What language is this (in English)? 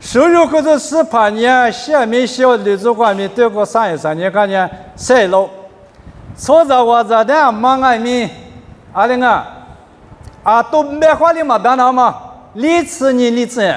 Lisu